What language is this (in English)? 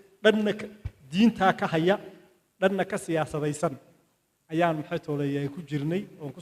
Somali